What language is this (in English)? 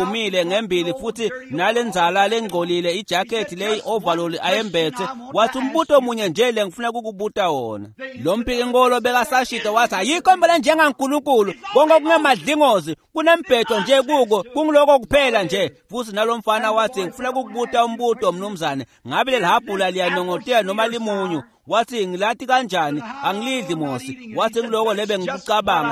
Swati